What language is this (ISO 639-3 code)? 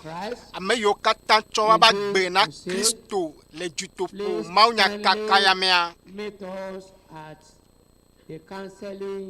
ewe